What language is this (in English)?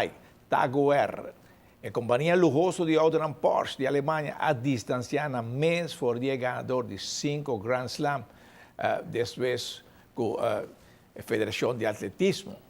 Papiamento